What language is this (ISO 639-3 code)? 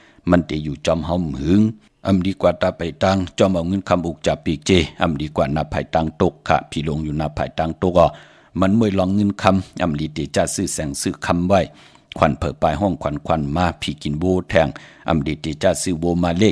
shn